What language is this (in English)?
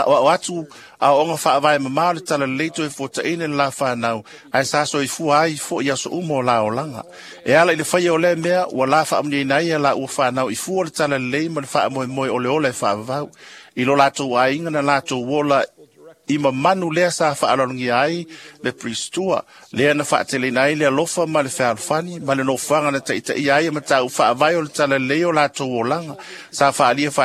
Samoan